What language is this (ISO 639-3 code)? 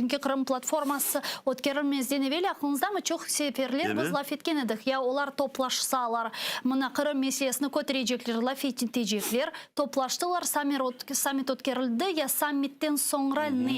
crh